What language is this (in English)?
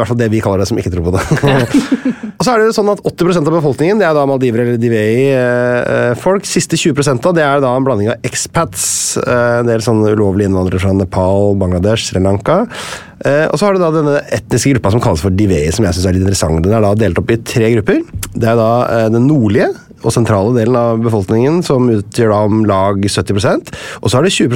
Norwegian